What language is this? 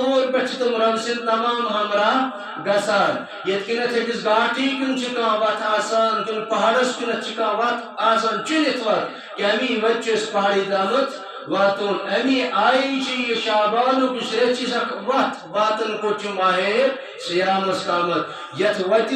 Kashmiri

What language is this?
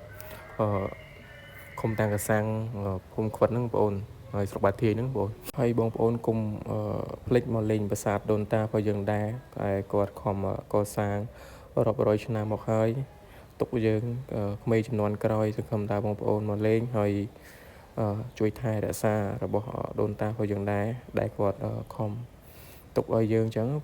Khmer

